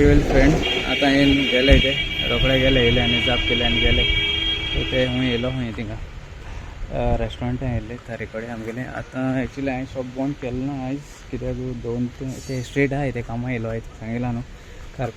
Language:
Konkani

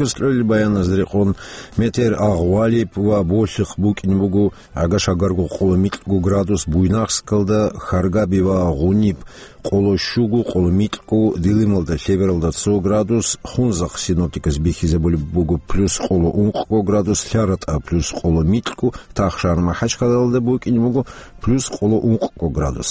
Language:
Avaric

